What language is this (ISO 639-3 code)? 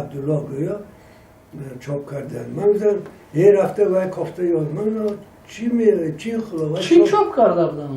tgk